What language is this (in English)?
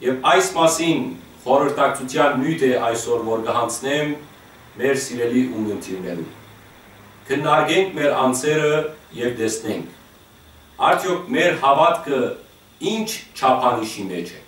Western Armenian